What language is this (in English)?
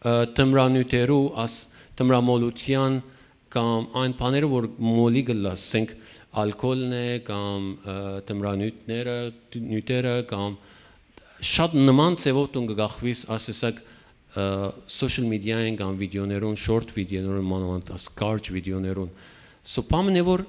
Western Armenian